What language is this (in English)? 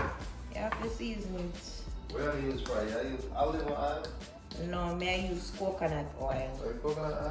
Jamaican Creole English